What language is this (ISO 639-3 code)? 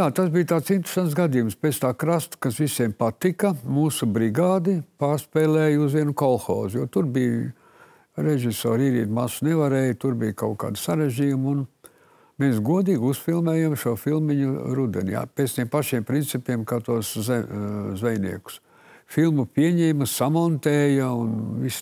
lav